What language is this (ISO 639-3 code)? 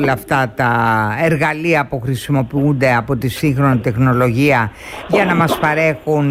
ell